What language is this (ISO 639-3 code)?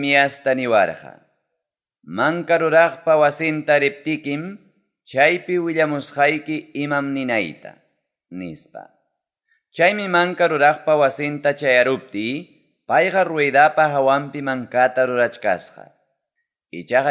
quy